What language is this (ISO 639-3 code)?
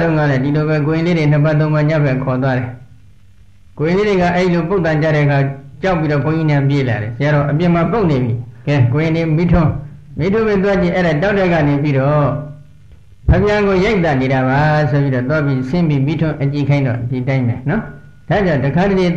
mya